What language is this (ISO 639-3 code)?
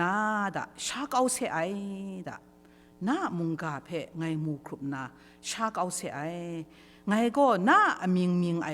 kac